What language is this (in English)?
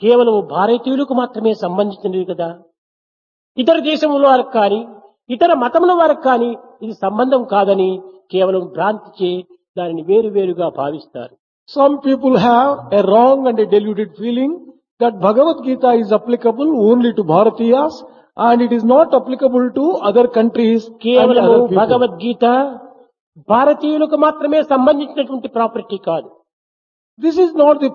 Telugu